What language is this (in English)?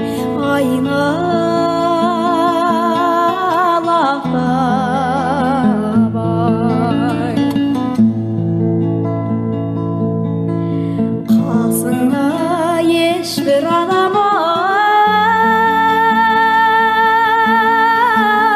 Kazakh